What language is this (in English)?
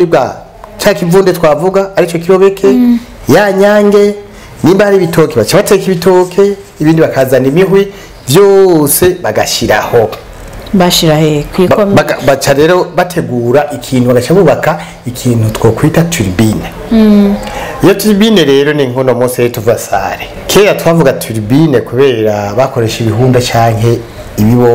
Rundi